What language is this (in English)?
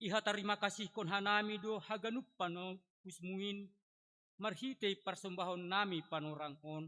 Batak Simalungun